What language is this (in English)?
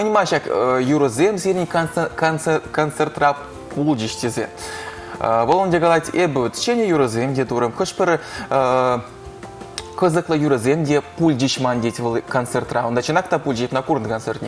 Chuvash